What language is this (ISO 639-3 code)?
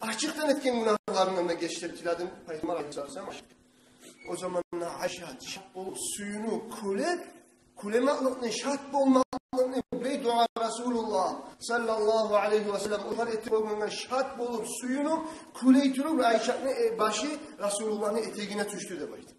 kum